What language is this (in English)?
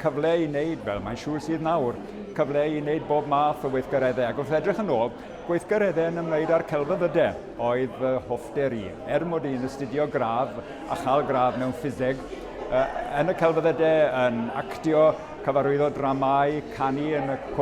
Welsh